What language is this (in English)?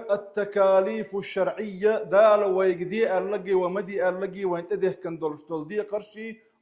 Chechen